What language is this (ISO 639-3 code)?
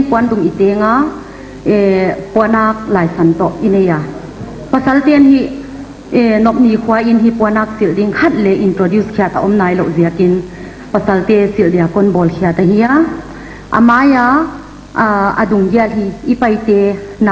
pck